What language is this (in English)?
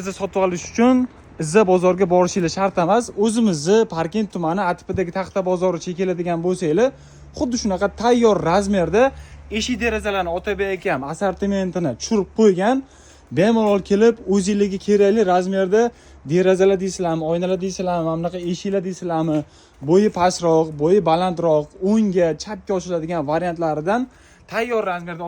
Uzbek